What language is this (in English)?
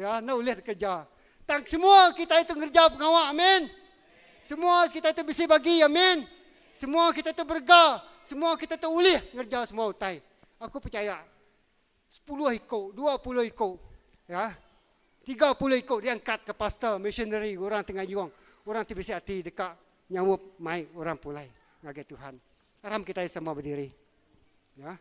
Iban